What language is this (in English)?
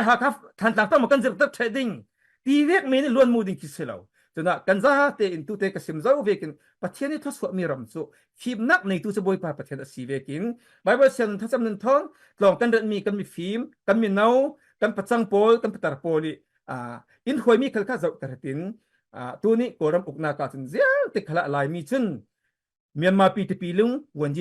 Falam Chin